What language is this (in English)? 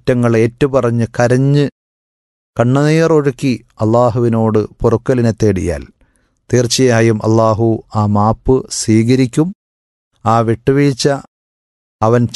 Malayalam